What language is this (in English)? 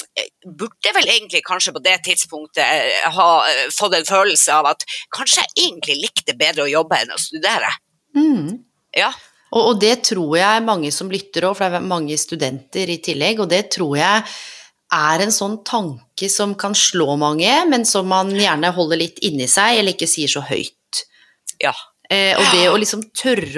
Norwegian